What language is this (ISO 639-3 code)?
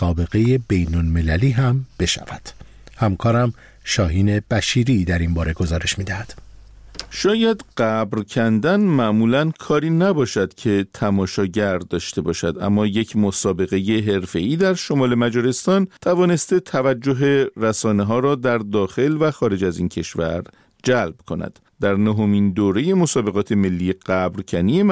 fas